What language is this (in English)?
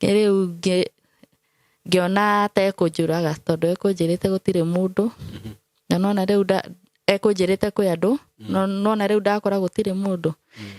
Kikuyu